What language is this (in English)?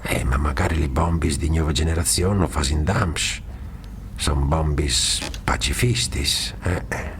Friulian